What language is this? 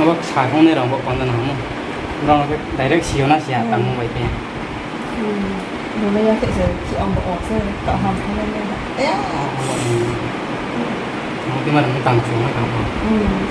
Riang (India)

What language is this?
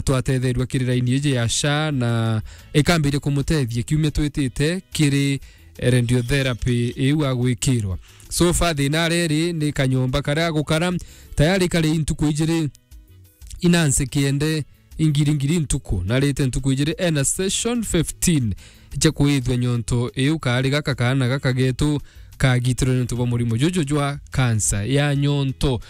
Meru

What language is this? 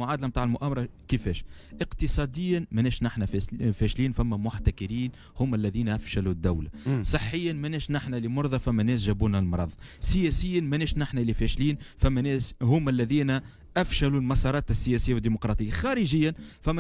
Tunisian Arabic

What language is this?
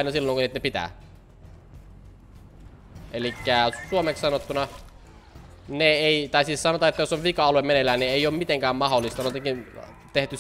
Finnish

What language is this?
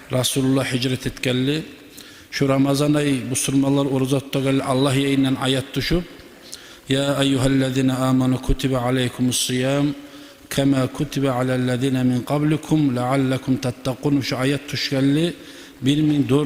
Kumyk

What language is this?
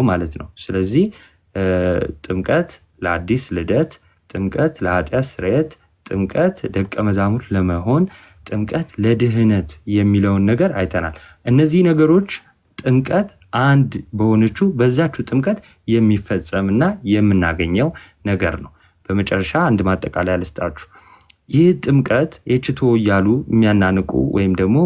Amharic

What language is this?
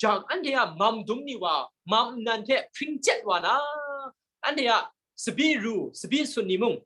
Kachin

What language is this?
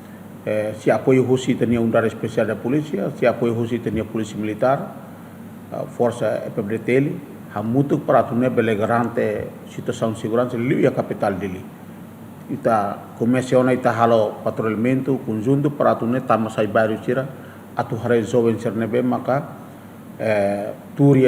Tetum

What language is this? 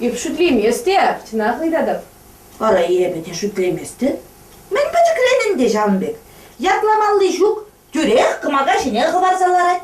Chuvash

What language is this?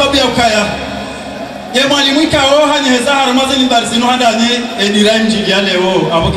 Ngazidja Comorian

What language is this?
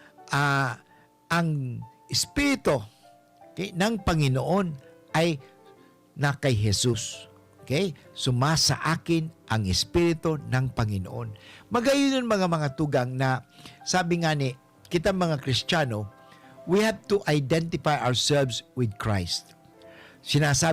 Bikol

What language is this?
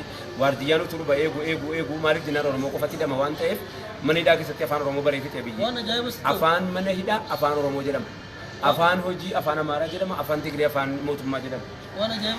Oromo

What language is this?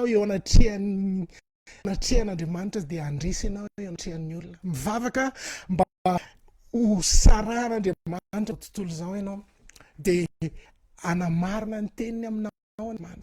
Malagasy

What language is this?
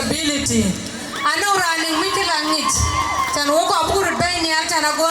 Dinka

